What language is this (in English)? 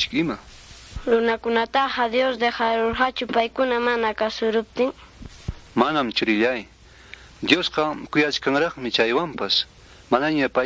Ayacucho Quechua